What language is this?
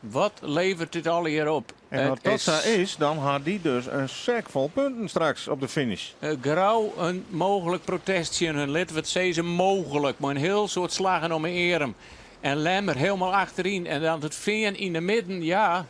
Western Frisian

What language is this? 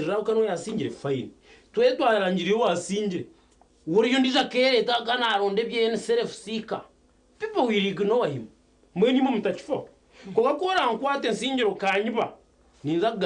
Nyankole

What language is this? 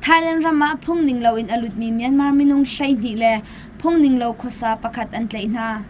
Hakha Chin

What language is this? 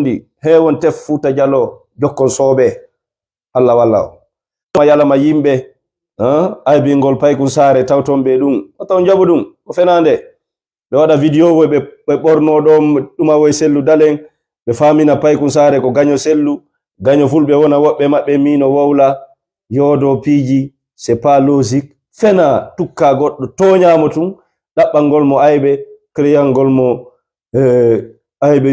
Fula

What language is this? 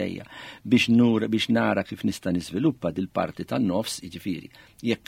Maltese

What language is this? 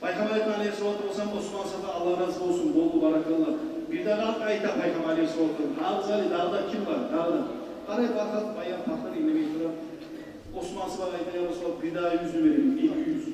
Kumyk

